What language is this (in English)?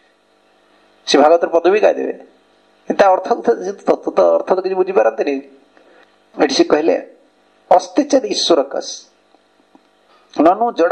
Odia